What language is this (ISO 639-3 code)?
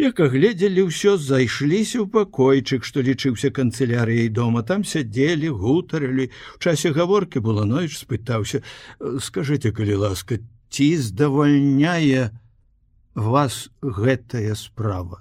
bel